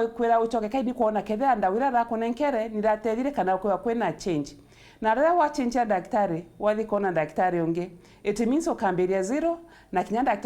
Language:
Meru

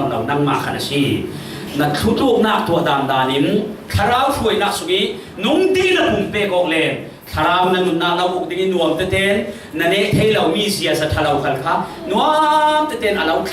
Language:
Falam Chin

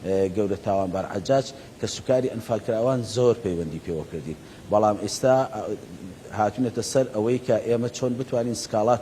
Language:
Central Kurdish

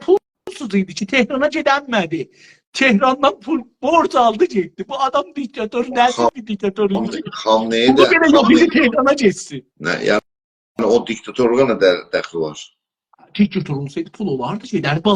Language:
South Azerbaijani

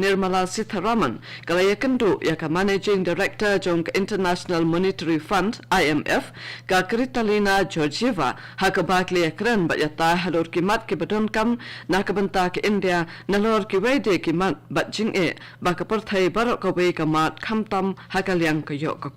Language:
Khasi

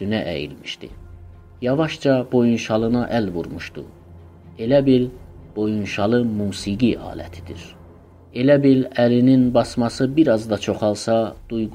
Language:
South Azerbaijani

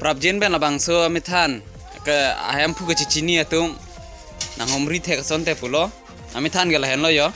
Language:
Karbi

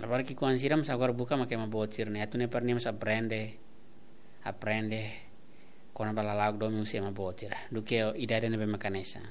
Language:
Tetum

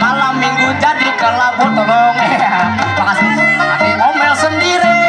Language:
Banjar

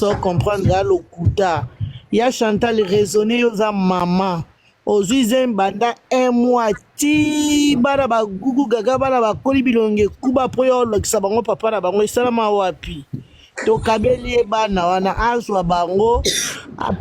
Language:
Lingala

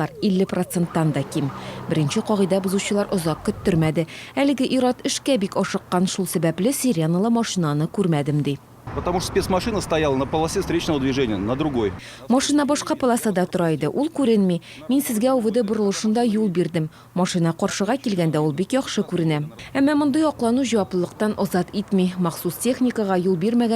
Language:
Tatar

